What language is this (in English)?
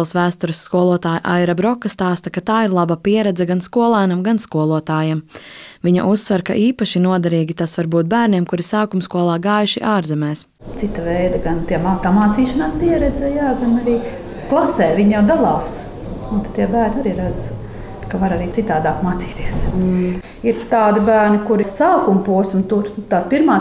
Latvian